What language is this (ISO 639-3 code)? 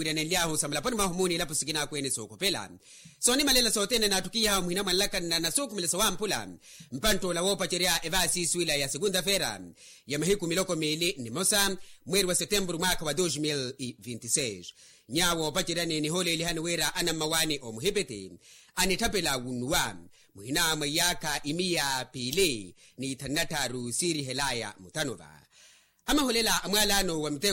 vmw